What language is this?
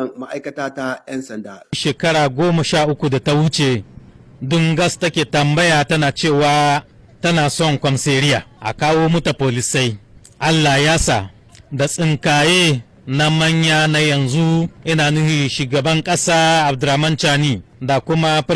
Hausa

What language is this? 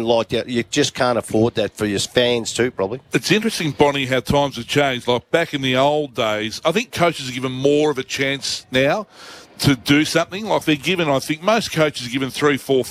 English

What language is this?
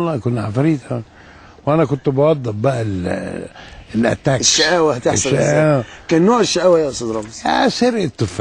Egyptian Arabic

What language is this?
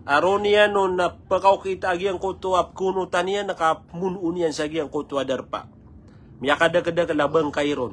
Maranao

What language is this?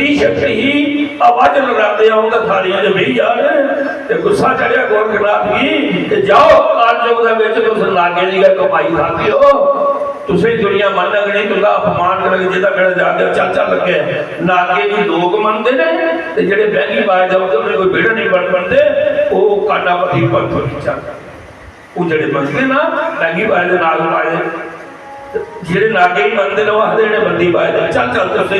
Dogri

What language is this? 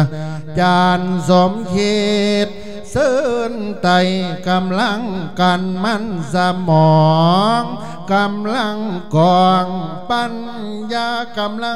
Lao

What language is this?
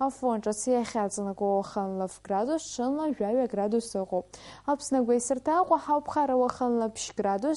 Abkhazian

